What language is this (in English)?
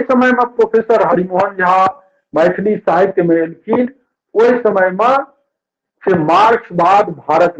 Maithili